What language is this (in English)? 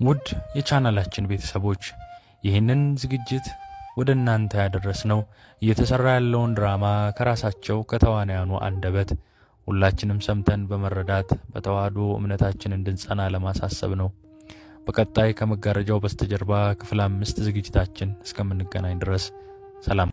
Amharic